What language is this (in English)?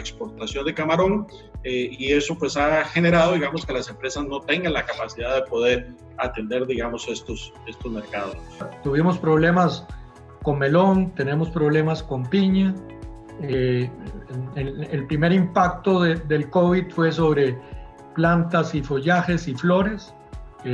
Spanish